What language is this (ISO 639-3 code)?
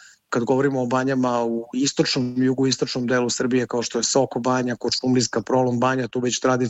srp